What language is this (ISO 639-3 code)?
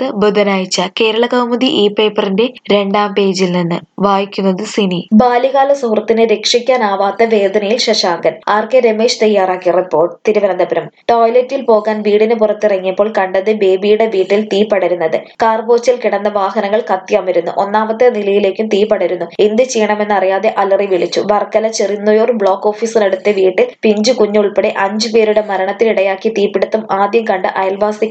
mal